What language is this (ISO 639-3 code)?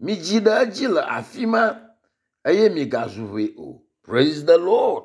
ewe